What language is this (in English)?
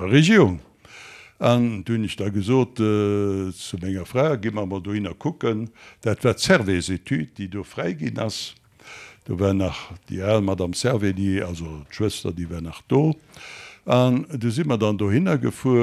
Luxembourgish